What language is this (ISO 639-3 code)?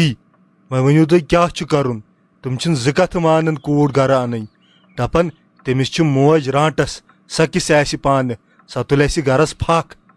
kas